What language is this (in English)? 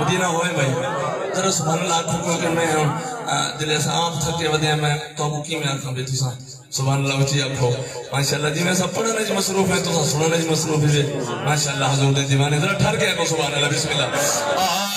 Saraiki